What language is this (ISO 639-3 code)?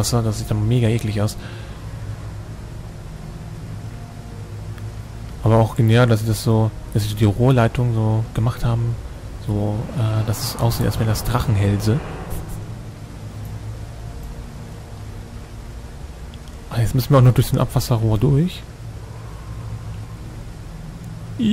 deu